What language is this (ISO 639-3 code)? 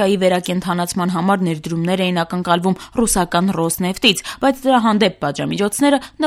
hye